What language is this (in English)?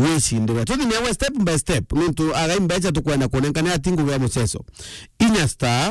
Meru